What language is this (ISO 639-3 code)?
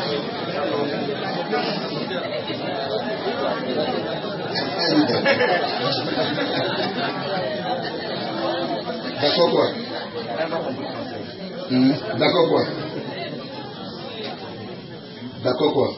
fra